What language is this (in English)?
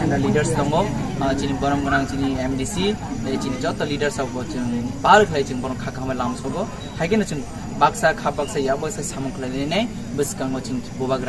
Kok Borok